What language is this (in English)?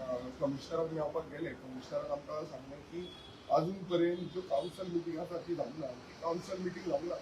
Konkani